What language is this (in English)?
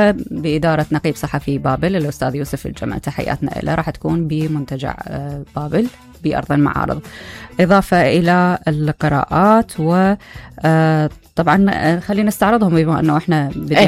Mesopotamian Arabic